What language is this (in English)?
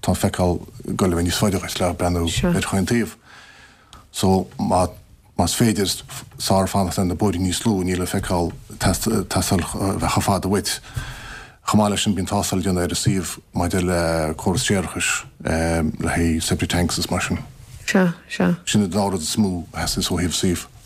Irish